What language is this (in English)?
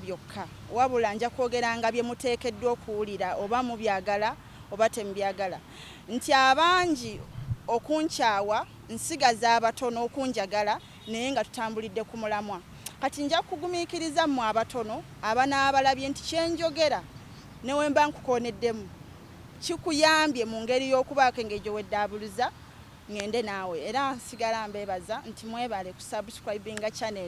Ganda